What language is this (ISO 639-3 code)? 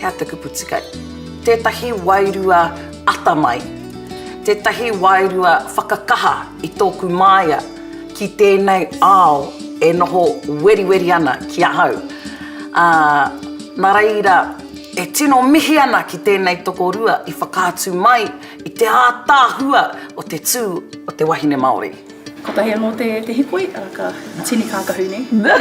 mri